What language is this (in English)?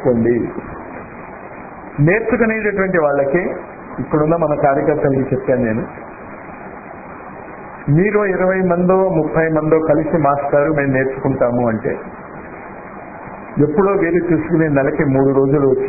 Telugu